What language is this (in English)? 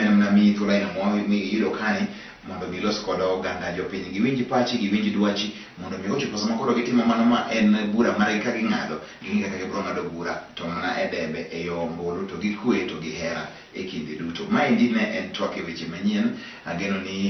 Luo (Kenya and Tanzania)